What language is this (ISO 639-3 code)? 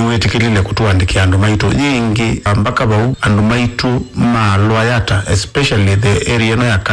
kam